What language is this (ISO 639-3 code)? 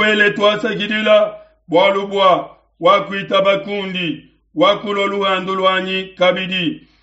lua